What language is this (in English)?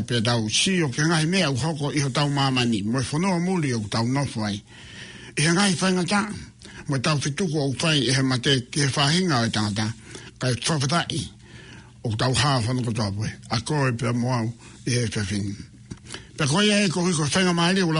Tongan